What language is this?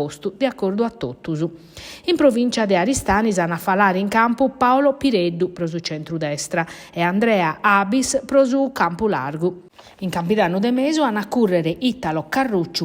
Sardinian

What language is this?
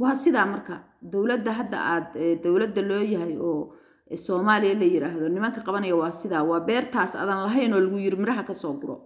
Somali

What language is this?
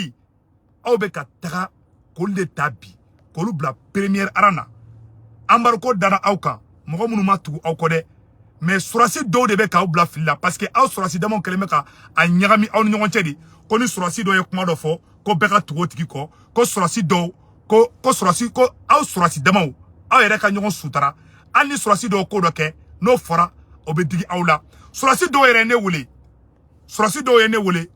Bambara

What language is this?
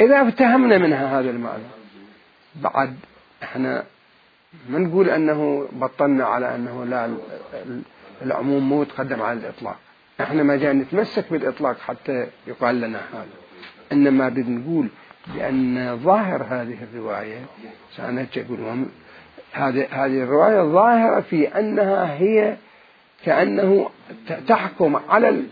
Mesopotamian Arabic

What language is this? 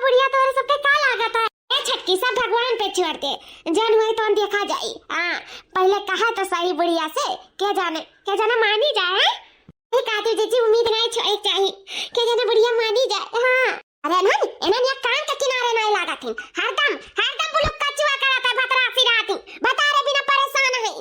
Awadhi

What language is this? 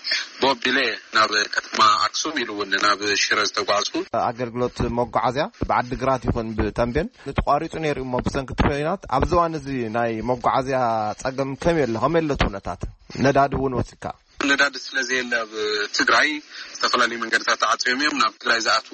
Tigrinya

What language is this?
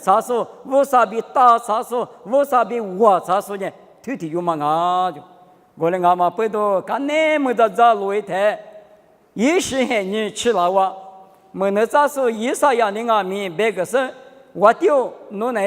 Lisu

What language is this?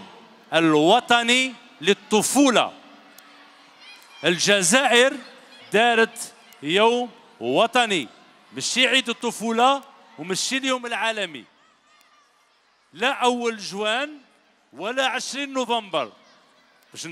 Algerian Arabic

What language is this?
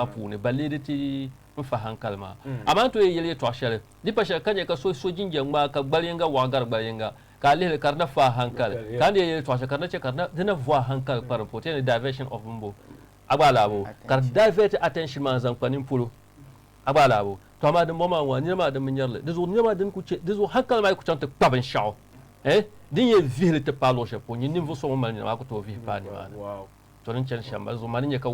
Dagbani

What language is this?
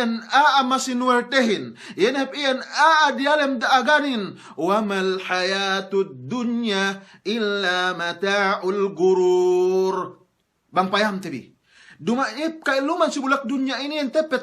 Yakan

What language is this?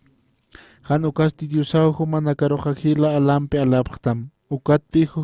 Aymara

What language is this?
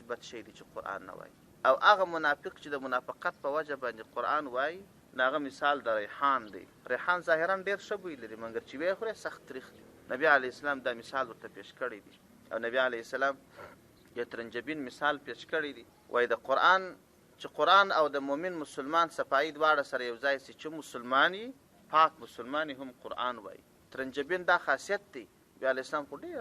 Pashto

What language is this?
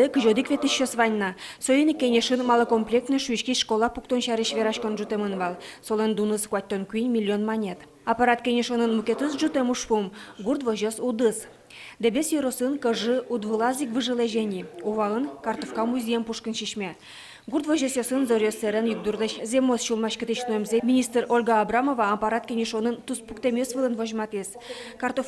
Udmurt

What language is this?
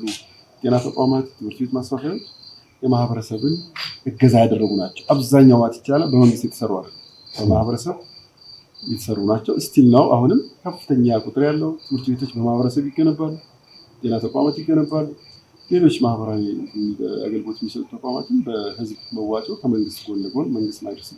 Amharic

